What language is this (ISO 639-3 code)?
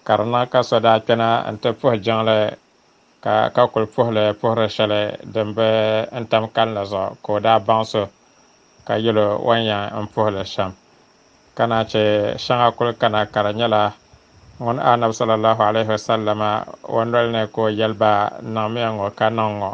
dag